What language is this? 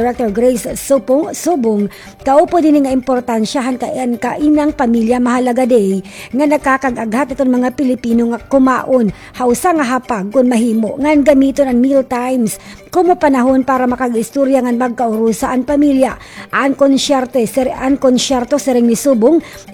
Waray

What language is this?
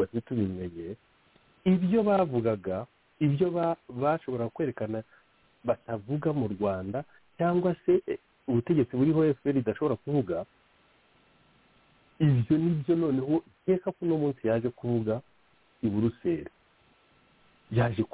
Kinyarwanda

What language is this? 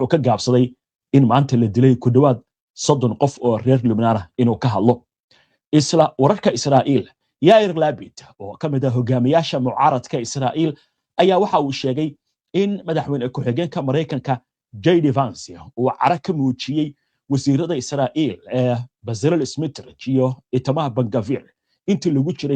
Somali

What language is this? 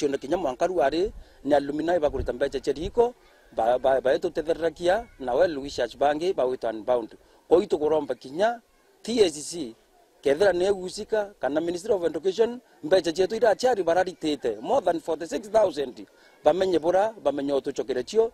Meru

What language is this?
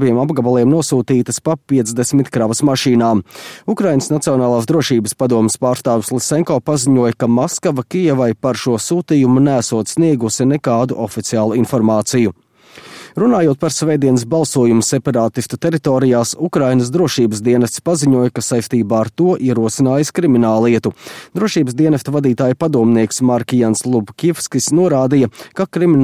Latvian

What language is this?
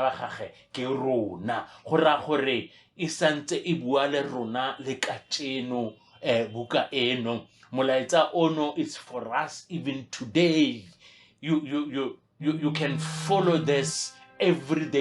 Northern Sotho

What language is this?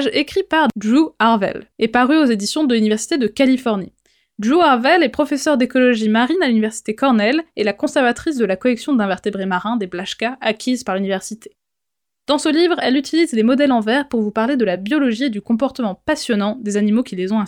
French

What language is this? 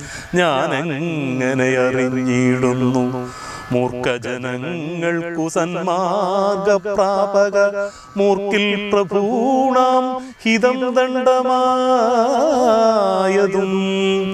Malayalam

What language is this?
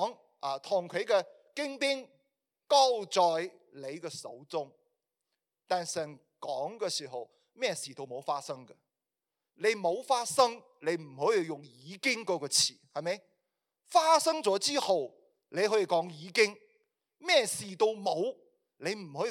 Cantonese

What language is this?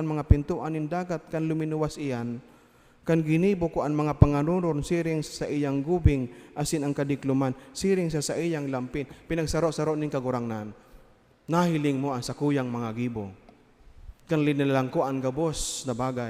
Bikol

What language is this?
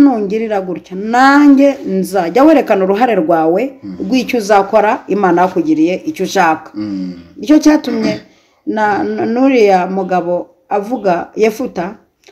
Kinyarwanda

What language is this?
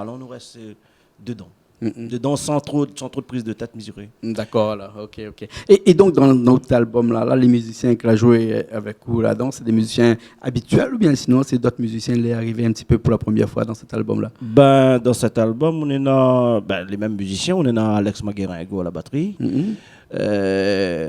Réunion Creole French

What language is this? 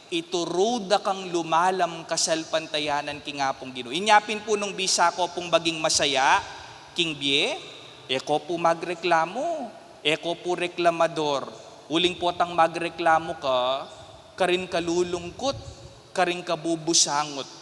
Pampanga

